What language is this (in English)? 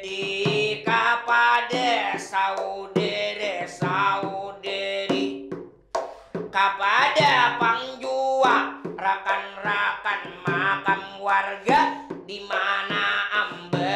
Banjar